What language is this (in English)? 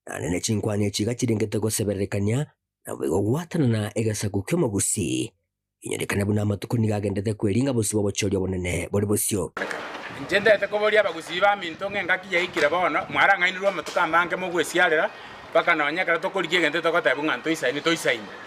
Gusii